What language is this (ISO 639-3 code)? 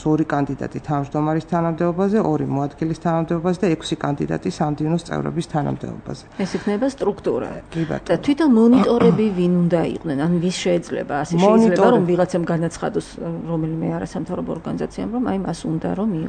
kat